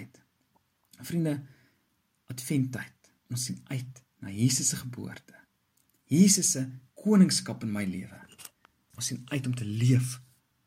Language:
Afrikaans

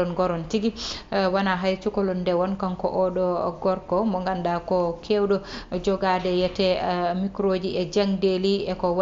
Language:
Fula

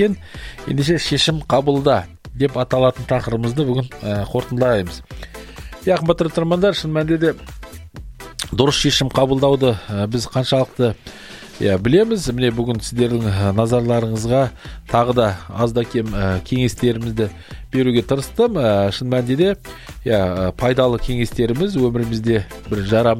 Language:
Kazakh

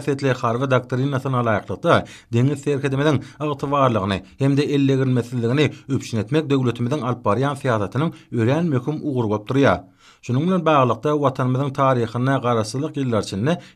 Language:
Turkmen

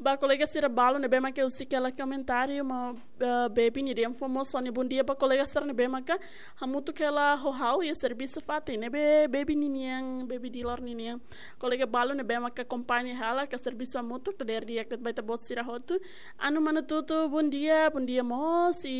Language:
Tetum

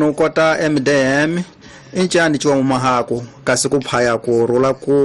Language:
Tsonga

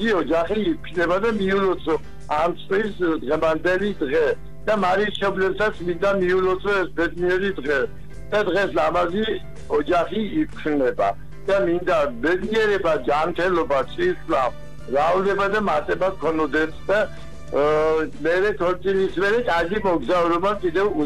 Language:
Georgian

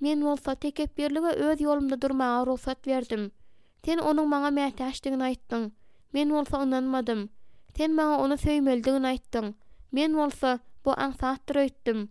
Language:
Turkmen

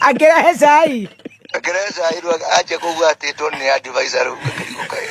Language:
Kikuyu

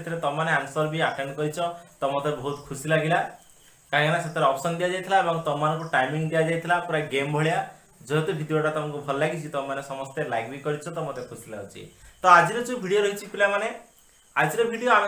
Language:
Odia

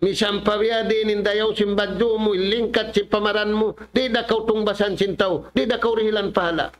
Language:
Tausug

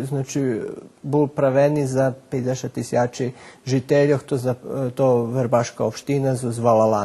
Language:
Rusyn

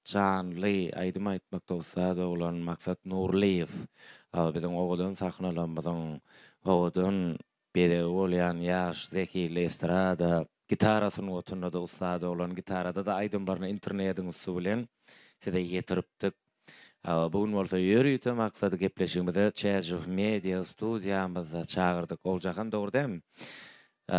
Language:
Turkmen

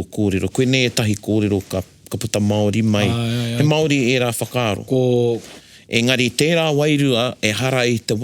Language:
Māori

